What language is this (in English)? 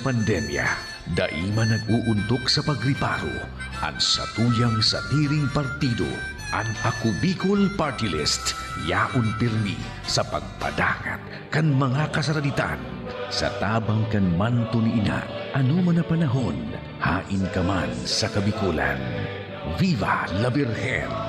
Bikol